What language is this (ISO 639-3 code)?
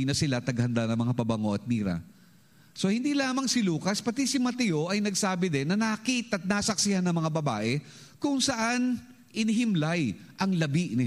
fil